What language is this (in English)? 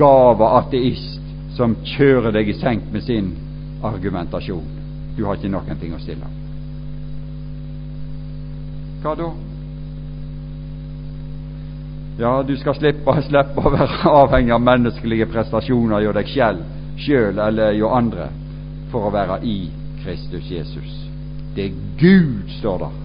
Norwegian